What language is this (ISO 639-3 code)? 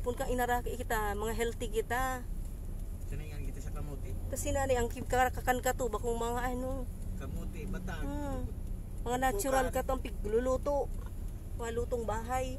bik